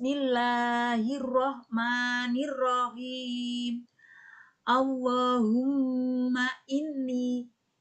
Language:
Javanese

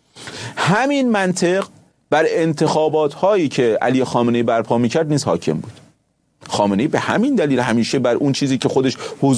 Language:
Persian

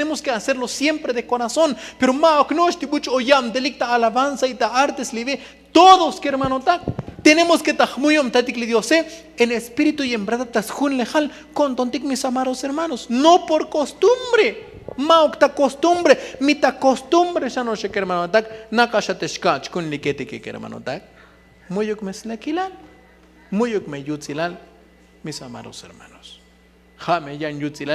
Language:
Tzotzil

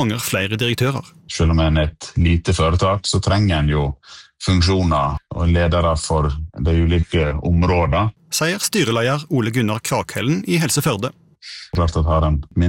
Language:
Norwegian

